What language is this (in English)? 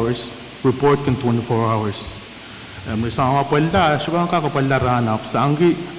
Pohnpeian